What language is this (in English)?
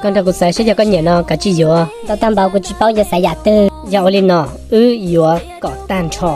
Hmong